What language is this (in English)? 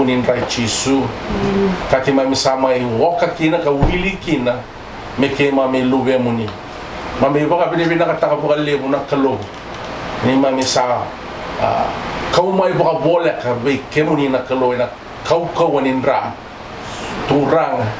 Fijian